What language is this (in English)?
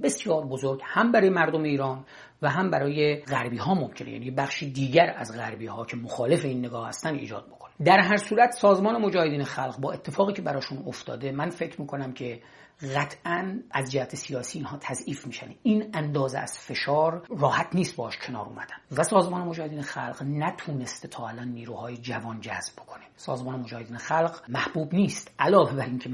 Persian